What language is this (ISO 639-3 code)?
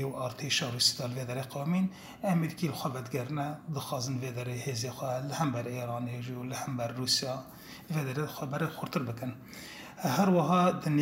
kur